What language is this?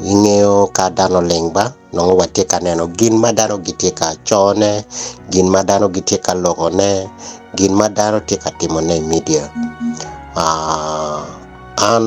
Acoli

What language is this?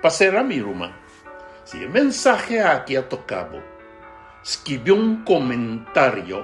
Papiamento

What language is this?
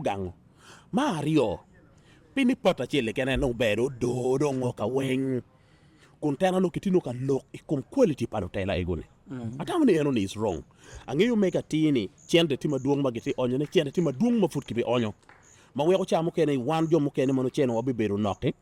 Acoli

